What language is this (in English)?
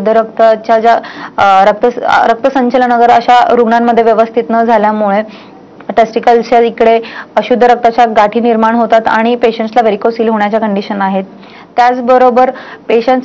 Marathi